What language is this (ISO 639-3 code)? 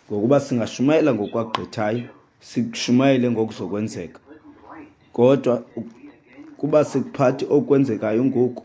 xho